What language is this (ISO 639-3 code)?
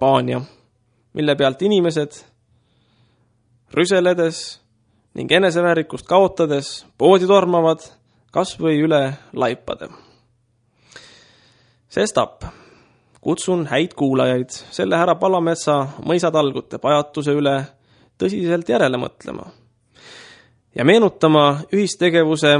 est